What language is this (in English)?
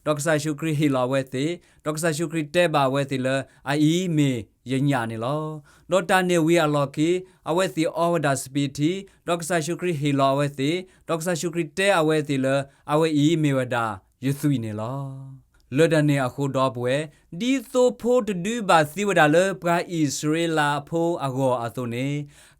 S'gaw Karen